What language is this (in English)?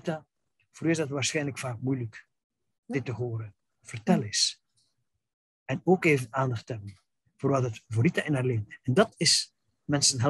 Dutch